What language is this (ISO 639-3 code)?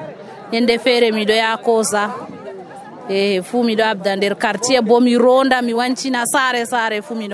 fuv